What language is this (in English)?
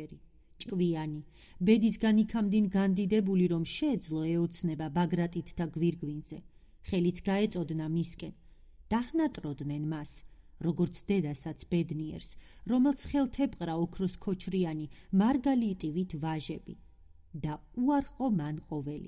Georgian